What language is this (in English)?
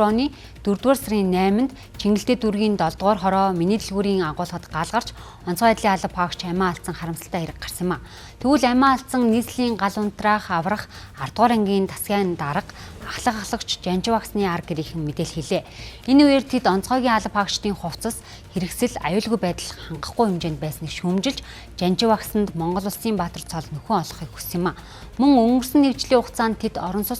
Mongolian